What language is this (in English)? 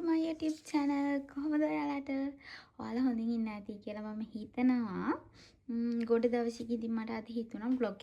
Sinhala